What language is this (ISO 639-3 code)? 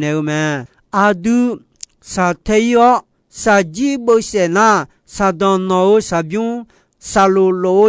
ahk